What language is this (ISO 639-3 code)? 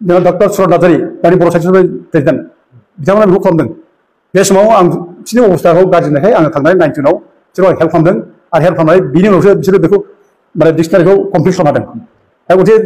brx